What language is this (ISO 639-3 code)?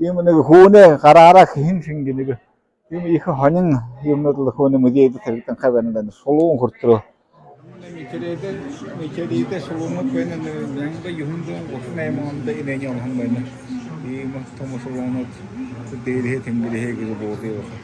bua